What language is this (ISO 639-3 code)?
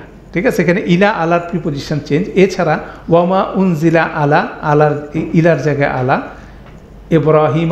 ben